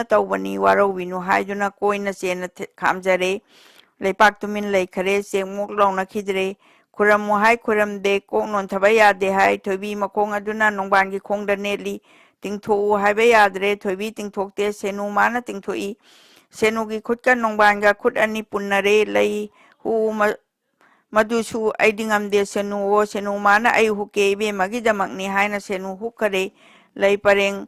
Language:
Manipuri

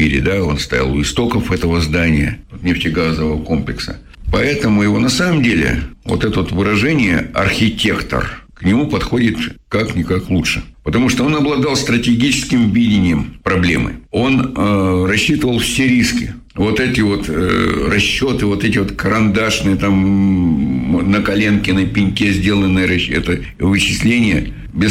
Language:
Russian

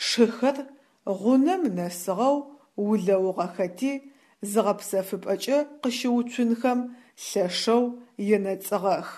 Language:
Adyghe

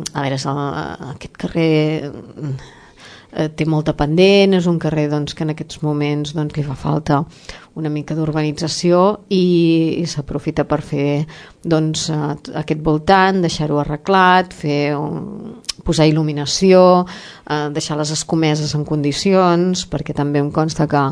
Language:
Catalan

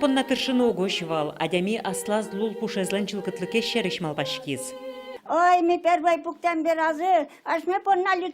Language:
Udmurt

